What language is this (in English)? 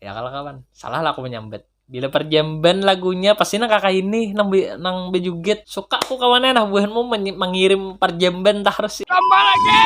Banjar